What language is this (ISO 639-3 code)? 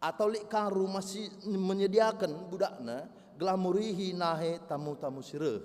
btx